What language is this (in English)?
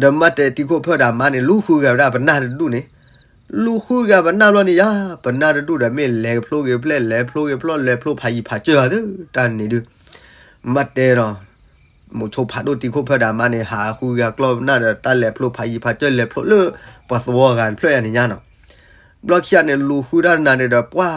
S'gaw Karen